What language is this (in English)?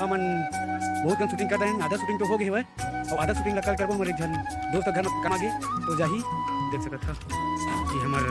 Chhattisgarhi